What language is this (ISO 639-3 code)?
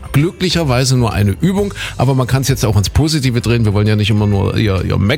deu